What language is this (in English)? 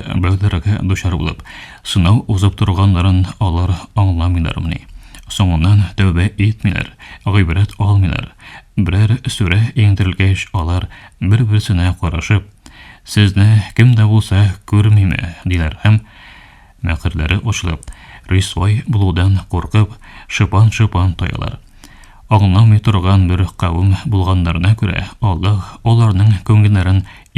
Tatar